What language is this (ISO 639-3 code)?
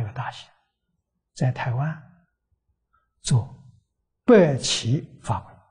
zho